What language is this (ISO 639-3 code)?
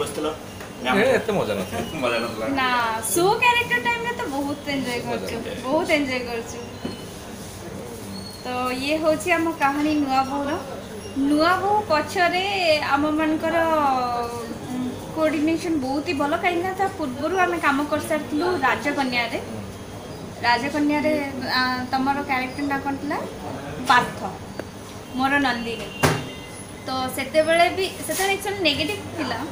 ori